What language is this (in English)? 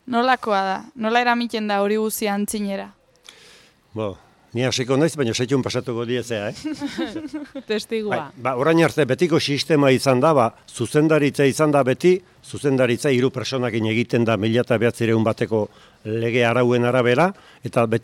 Basque